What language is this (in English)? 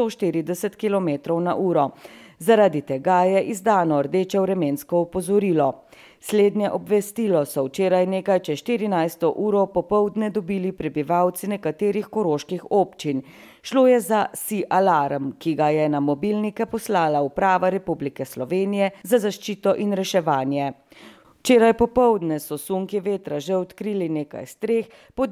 Slovenian